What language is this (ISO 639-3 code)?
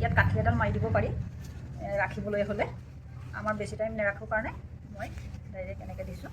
asm